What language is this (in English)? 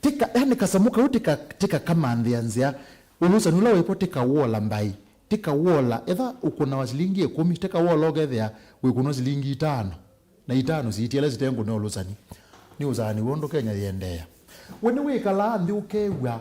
Kamba